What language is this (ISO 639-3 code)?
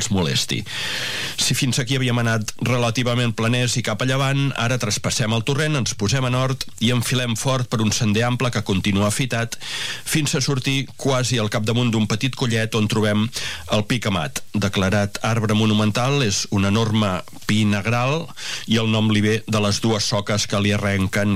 cat